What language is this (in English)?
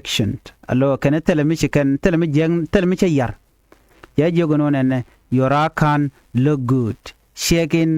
Nuer